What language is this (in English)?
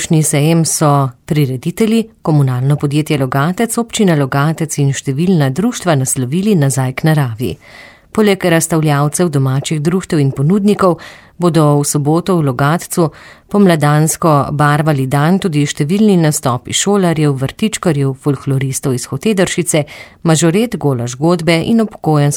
Slovenian